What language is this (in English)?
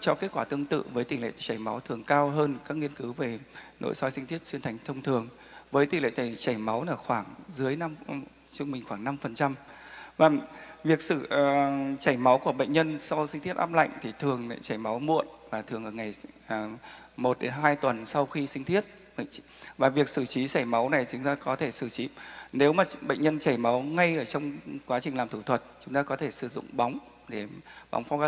Vietnamese